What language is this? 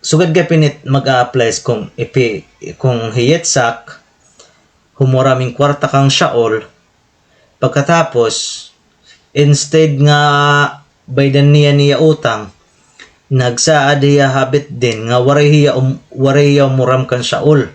Waray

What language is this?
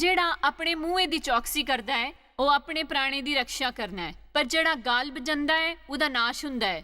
Dogri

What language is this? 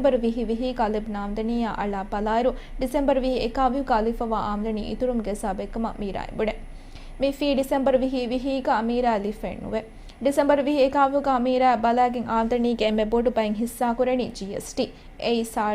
Divehi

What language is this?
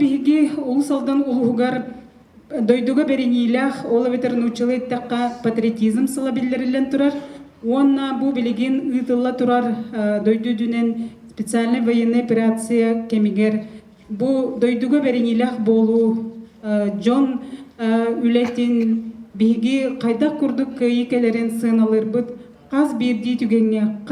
Yakut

